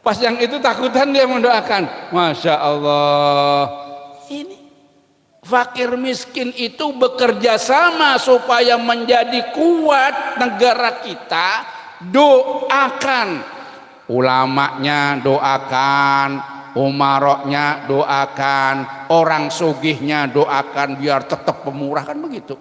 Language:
Banjar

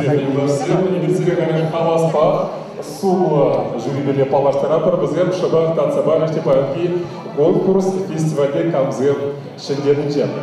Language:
Chuvash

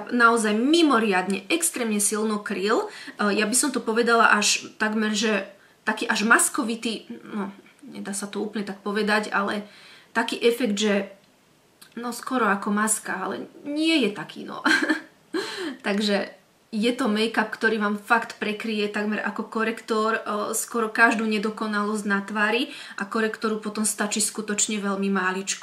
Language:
Slovak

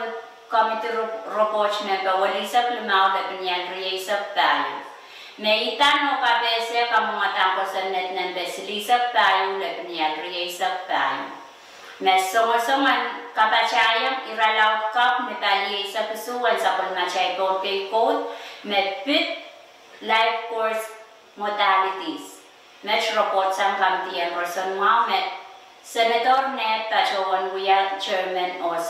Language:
Pohnpeian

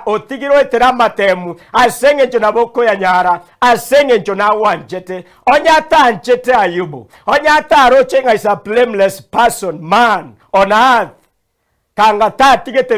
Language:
Gusii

